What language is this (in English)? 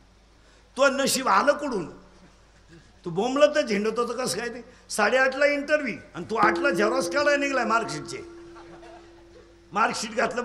Marathi